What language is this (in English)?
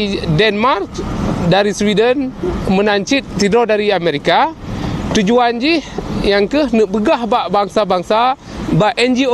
Achinese